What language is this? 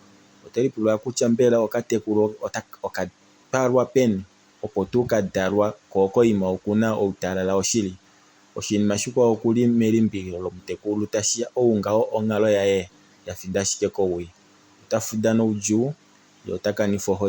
Kuanyama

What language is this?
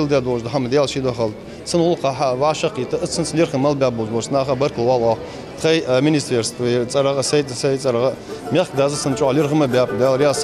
Ingush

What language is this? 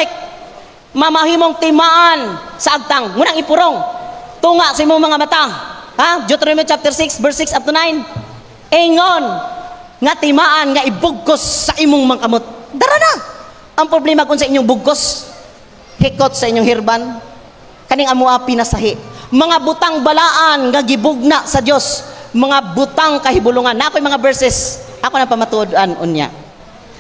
Cebuano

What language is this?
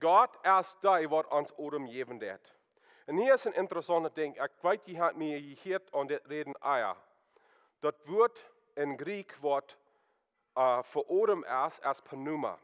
Plautdietsch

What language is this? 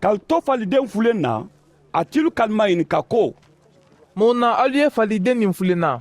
Mandingo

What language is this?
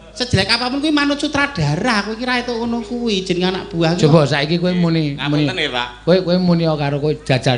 Javanese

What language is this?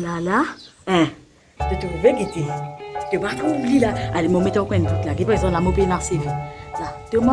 Morisyen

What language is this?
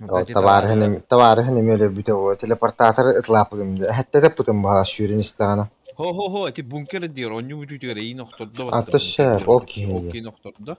Yakut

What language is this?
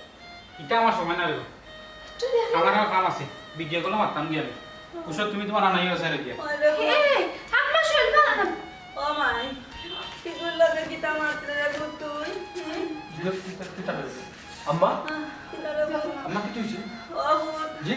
Sylheti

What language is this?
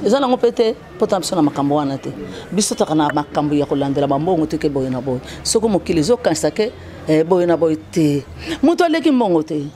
Lingala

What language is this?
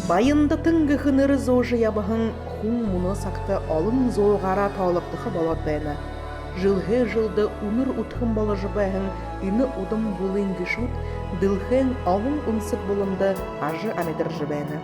Buriat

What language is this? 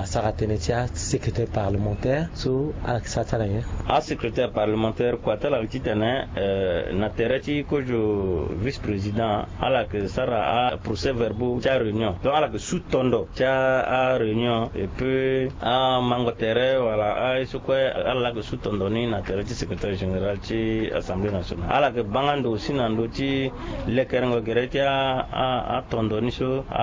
Sango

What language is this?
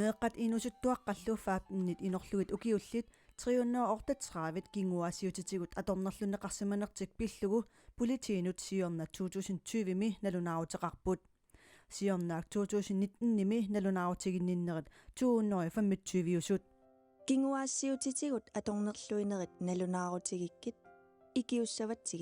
Kalaallisut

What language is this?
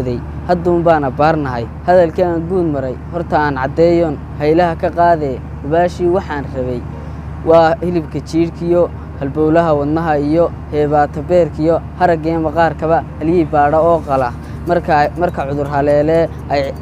Somali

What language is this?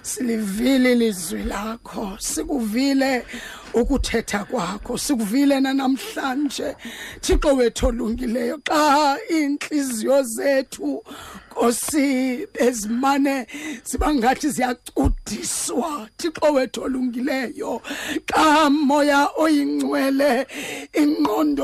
Xhosa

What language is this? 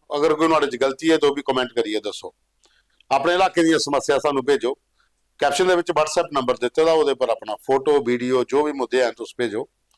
Dogri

